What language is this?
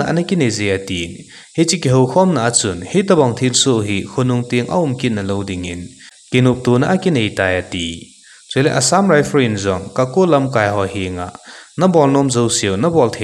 Thado Chin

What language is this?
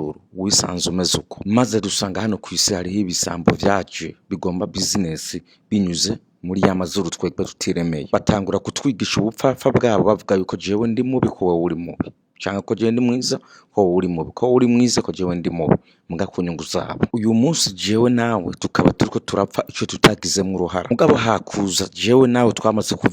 Rundi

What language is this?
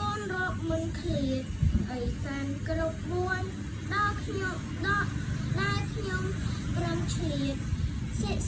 Khmer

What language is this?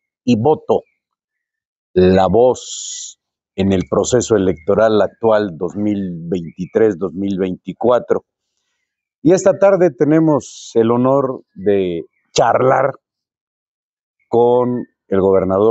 Spanish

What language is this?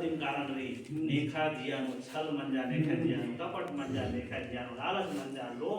Kurukh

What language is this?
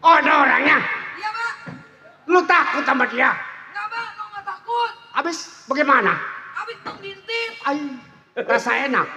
Betawi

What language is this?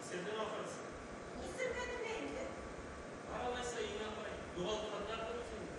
Tatar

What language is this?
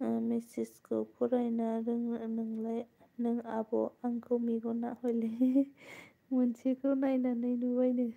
Bodo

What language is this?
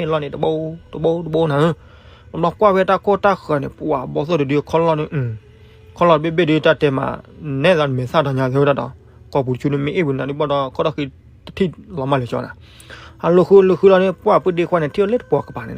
S'gaw Karen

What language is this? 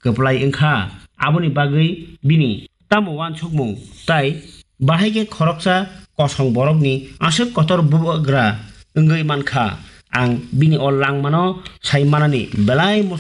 Kok Borok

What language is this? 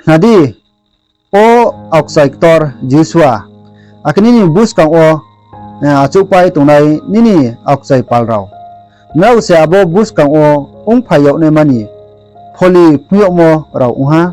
Riang (India)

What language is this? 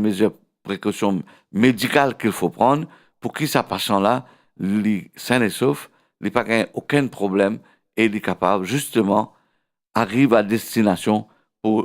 Morisyen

